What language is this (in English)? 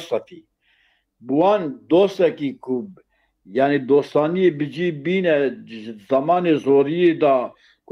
Kurdish